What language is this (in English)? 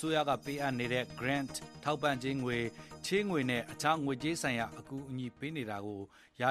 Burmese